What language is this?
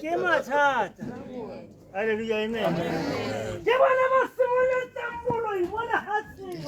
Tswana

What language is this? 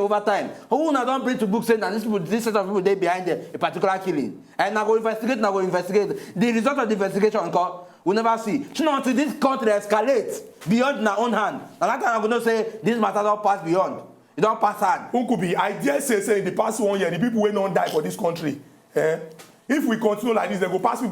Nigerian Pidgin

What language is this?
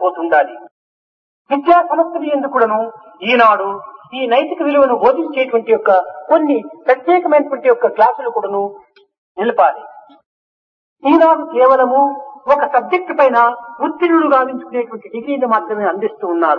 Telugu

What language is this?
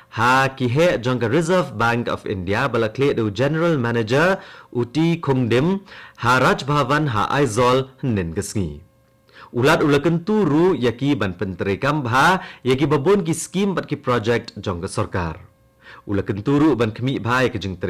Khasi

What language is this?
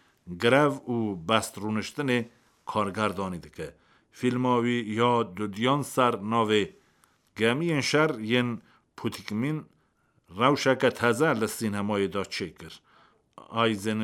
Kurdish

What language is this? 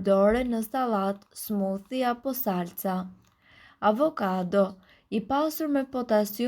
Albanian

